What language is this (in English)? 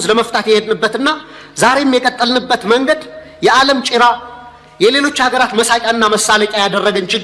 Amharic